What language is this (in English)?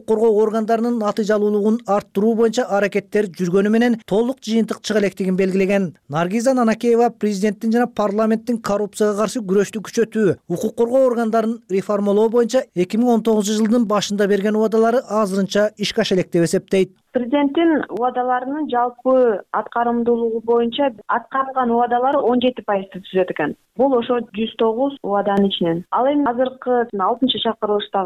Kyrgyz